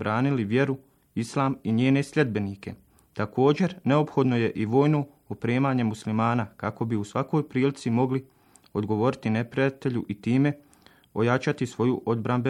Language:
Bosnian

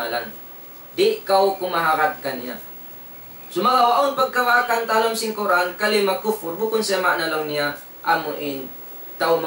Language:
Tausug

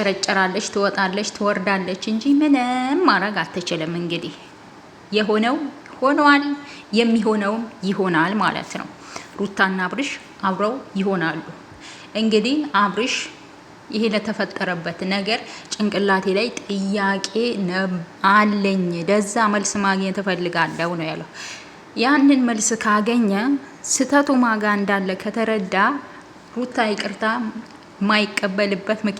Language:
Amharic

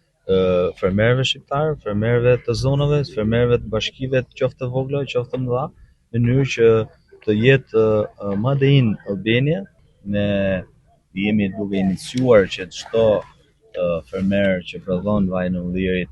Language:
Albanian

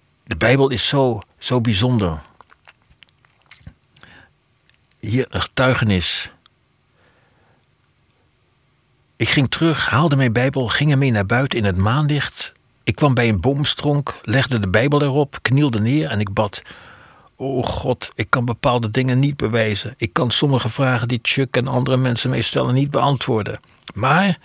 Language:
Dutch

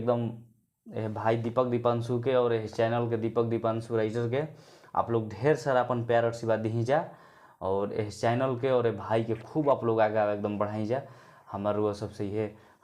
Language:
Bhojpuri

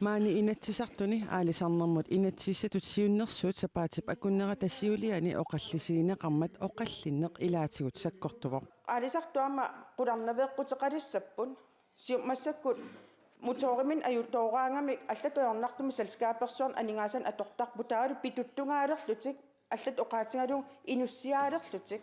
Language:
Kalaallisut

